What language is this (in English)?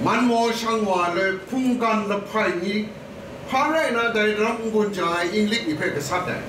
Kachin